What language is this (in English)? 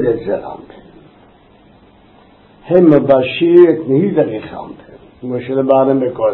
Hebrew